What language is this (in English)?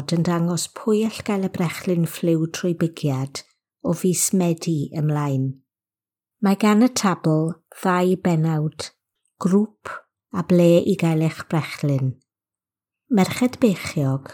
Welsh